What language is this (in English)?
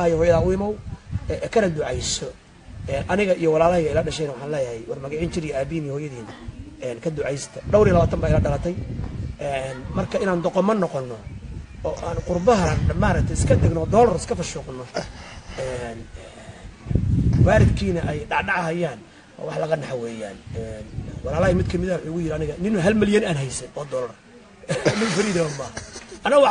Somali